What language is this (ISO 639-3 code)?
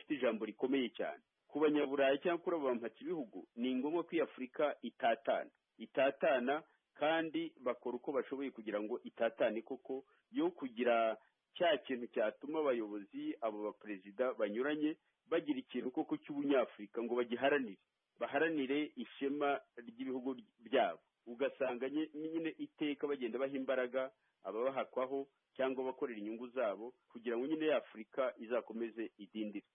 kin